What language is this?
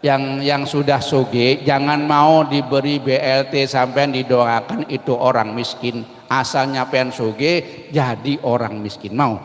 Banjar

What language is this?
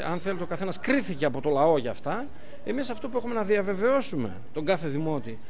Greek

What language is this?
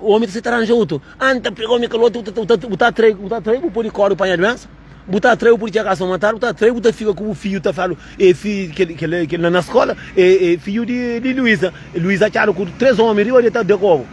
Kabuverdianu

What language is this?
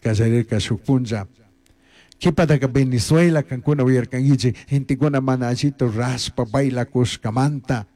Chimborazo Highland Quichua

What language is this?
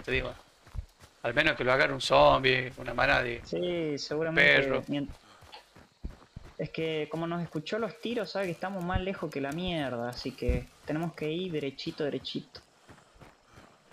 Spanish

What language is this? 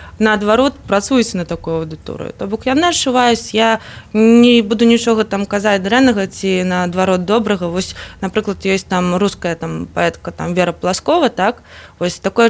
Belarusian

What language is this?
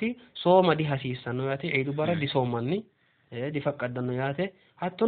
Sidamo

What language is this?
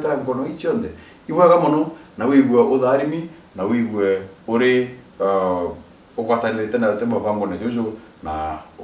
Meru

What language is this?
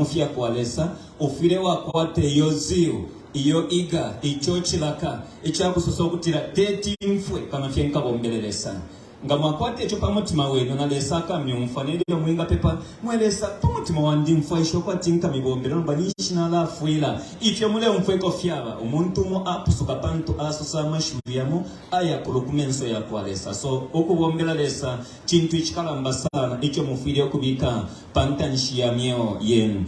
Bemba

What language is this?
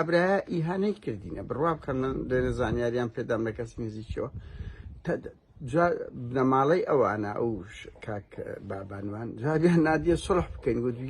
Central Kurdish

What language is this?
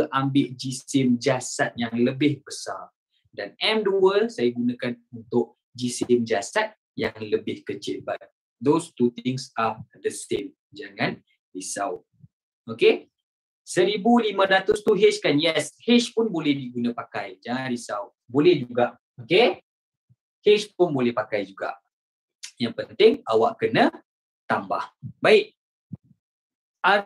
Malay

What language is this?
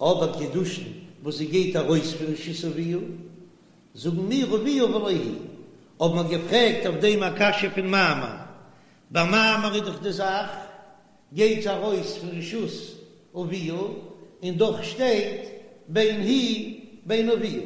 Yiddish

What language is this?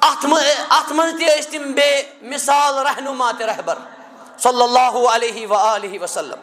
Kashmiri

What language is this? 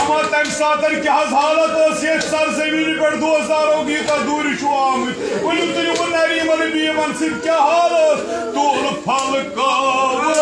Kashmiri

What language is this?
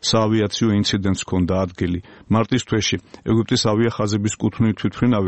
Georgian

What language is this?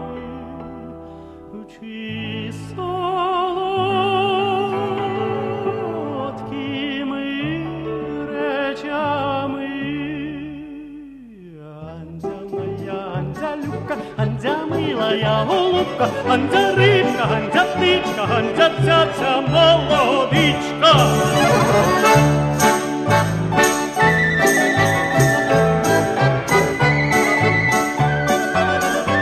Ukrainian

